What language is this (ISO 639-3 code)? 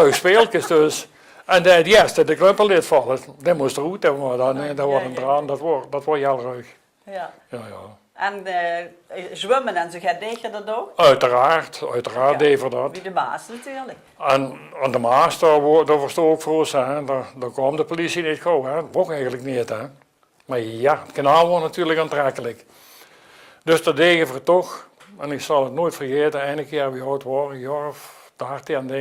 lim